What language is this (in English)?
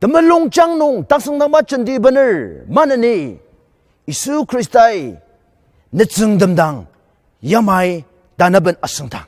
Ao Naga